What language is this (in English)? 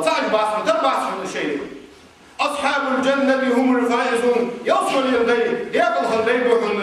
Ingush